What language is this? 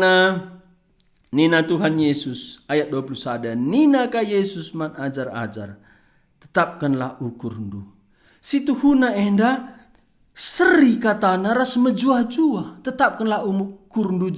Batak Karo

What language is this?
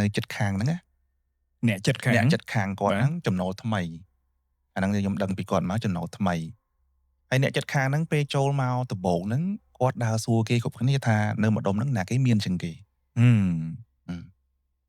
Khmer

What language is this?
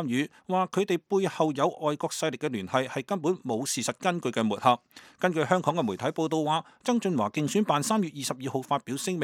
Cantonese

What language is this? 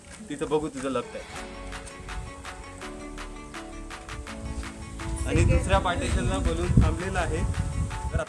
Marathi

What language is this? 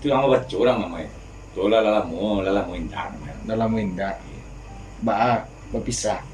Minangkabau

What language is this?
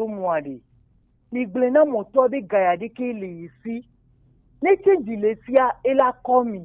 Gen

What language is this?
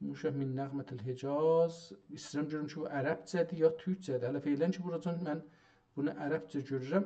South Azerbaijani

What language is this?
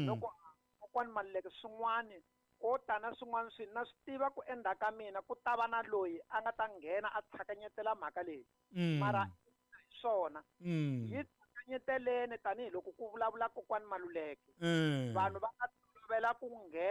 Tsonga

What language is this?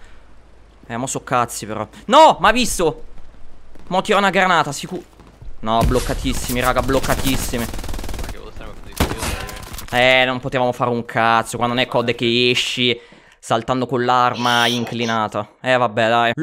Italian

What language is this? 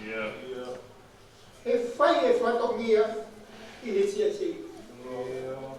Tongan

